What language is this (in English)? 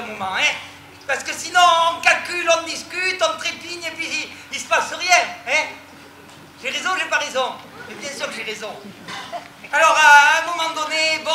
French